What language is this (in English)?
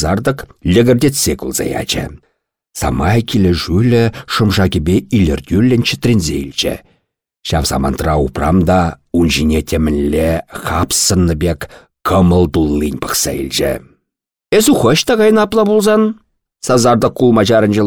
Chuvash